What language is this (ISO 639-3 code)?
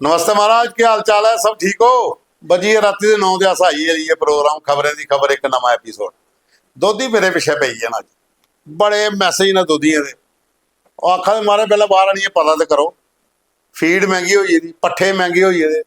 doi